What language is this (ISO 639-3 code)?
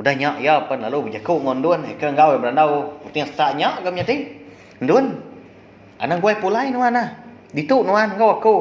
iba